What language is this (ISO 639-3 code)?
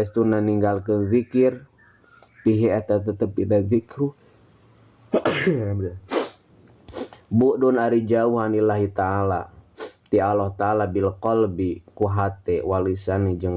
sun